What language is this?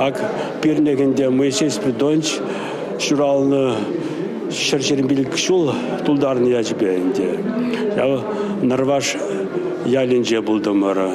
Chuvash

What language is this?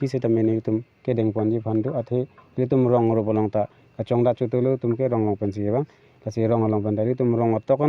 Karbi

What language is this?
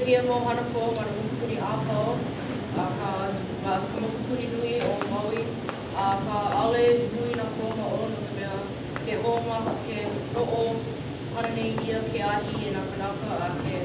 Hawaiian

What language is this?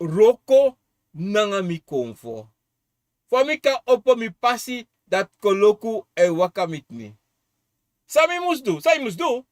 Sranan Tongo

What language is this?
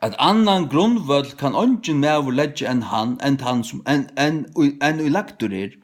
Faroese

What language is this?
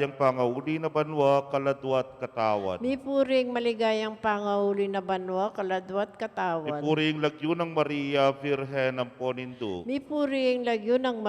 Pampanga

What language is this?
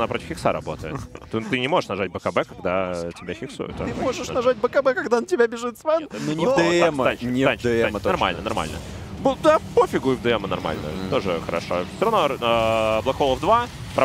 Russian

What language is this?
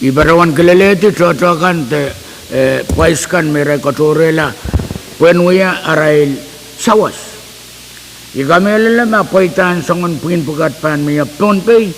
Pohnpeian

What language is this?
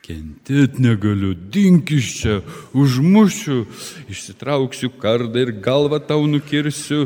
Lithuanian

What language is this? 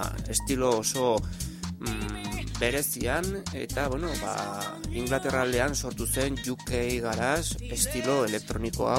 Basque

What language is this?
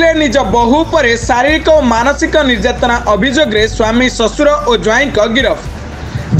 Odia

